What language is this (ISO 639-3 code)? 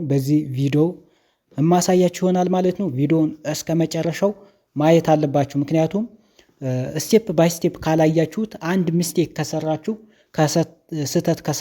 amh